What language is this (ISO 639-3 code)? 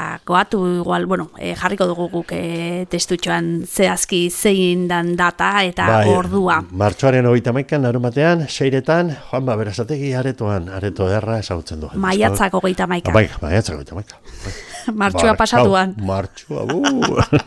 eus